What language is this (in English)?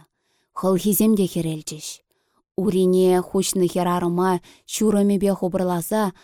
Chuvash